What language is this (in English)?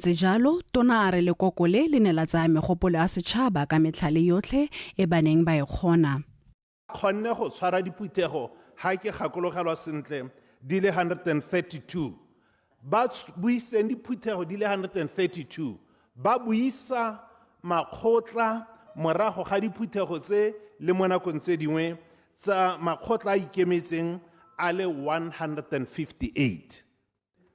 Tswana